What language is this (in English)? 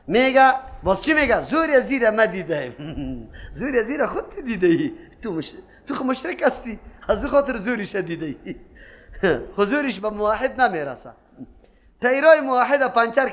Persian